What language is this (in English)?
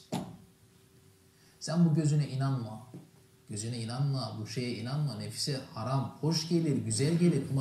Turkish